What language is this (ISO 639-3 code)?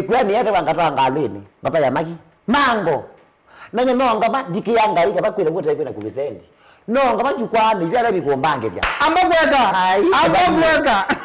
kam